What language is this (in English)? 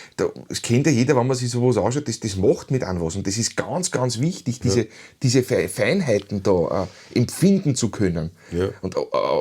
Bavarian